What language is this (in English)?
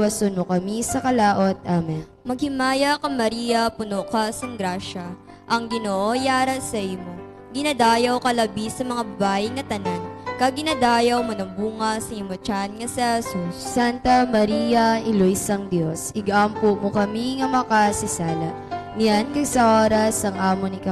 Hiligaynon